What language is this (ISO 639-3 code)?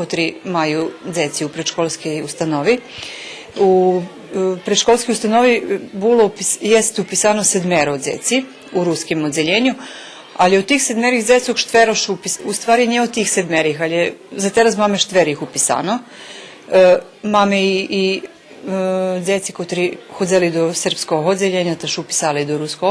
rue